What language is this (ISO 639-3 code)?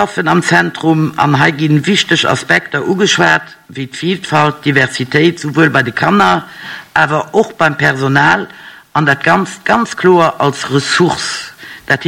ltz